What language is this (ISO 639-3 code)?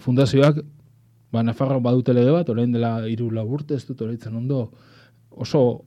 eus